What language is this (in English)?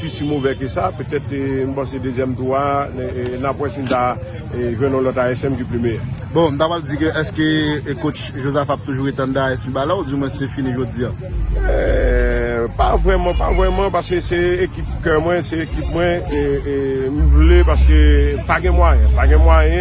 Haitian Creole